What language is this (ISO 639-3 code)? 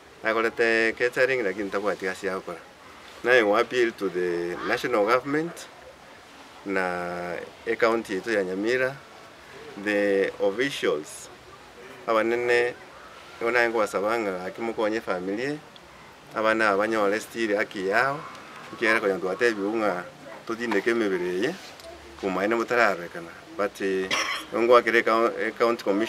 guz